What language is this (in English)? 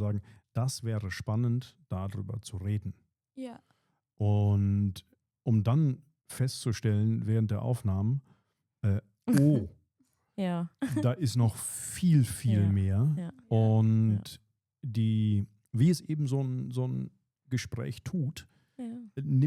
Swiss German